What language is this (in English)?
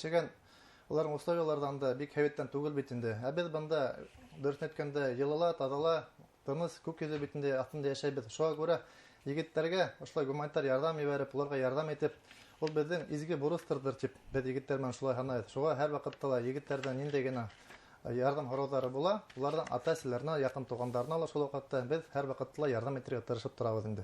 Bashkir